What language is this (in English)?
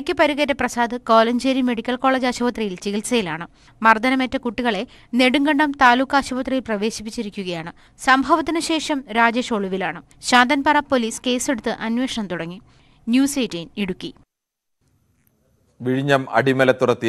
Malayalam